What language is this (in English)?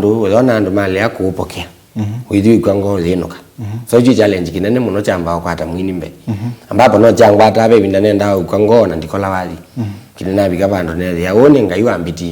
Kamba